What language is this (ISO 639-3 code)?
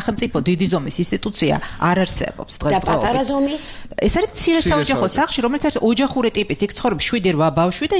kat